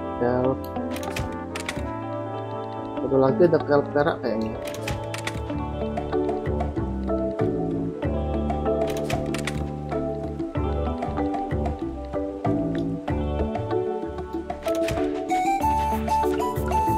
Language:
Indonesian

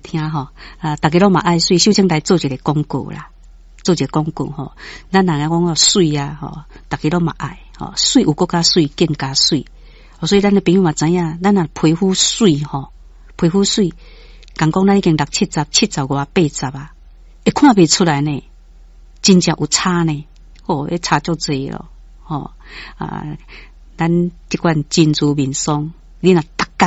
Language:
Min Nan Chinese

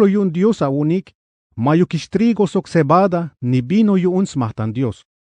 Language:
Tzeltal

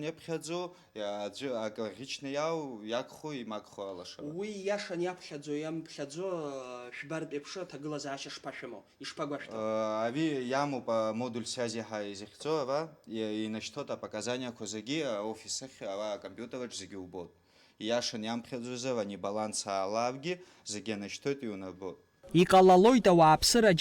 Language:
Abkhazian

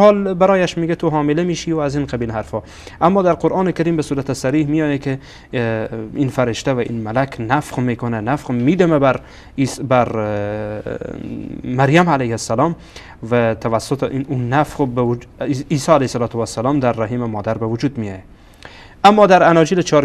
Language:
Persian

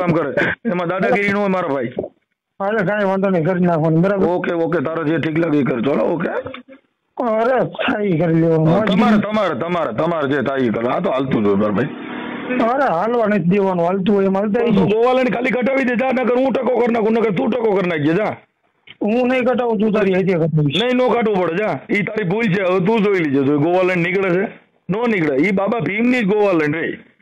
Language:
Gujarati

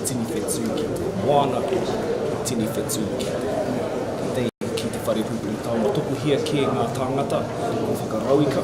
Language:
Māori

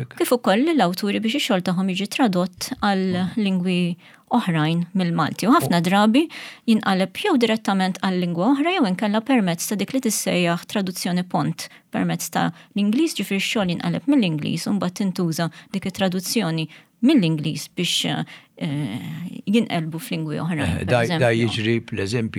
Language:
Maltese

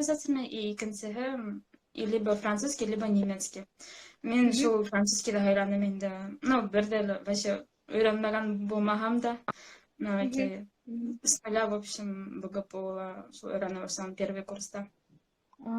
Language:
Bashkir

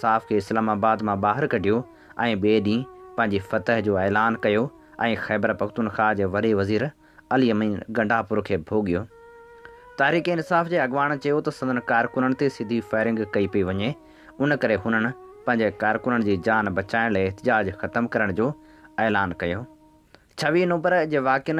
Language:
Sindhi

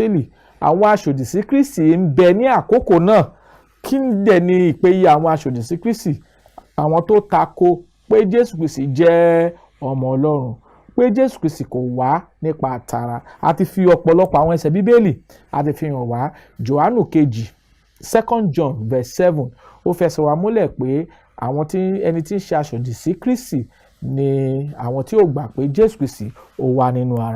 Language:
Yoruba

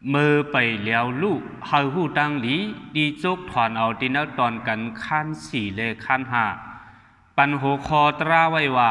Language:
Shan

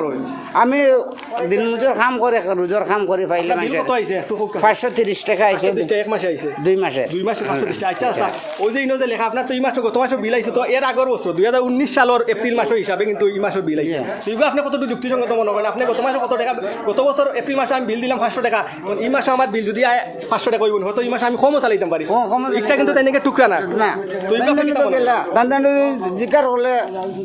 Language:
Sylheti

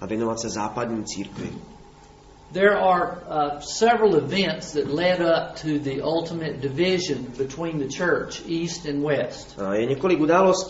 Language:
Czech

